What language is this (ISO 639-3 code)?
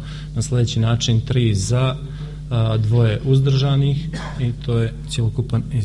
hrv